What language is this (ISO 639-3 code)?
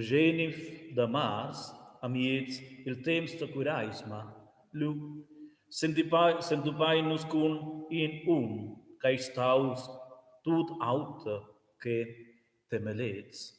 roh